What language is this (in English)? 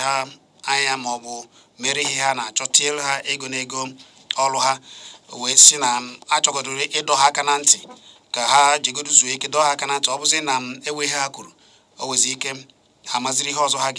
Igbo